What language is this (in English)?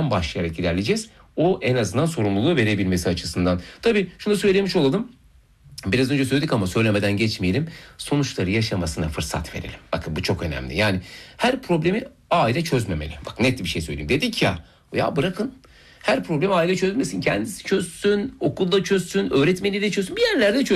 Turkish